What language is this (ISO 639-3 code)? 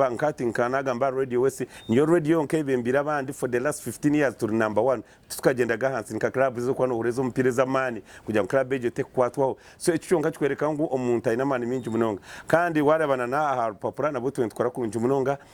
nyn